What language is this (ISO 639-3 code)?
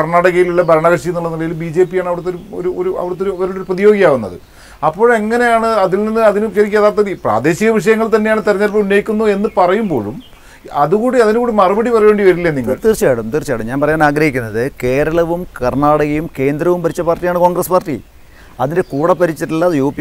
mal